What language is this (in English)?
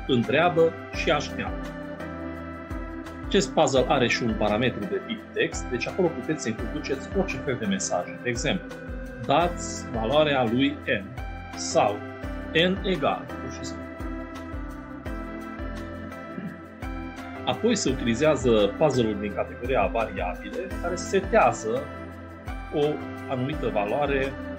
Romanian